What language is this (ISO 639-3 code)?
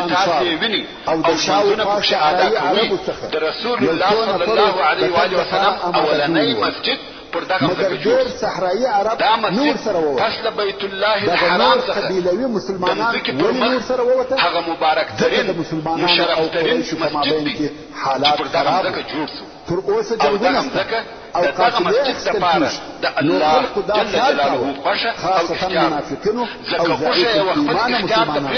pus